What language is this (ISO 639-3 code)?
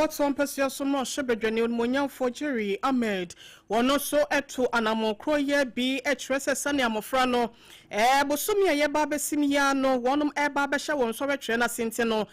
aka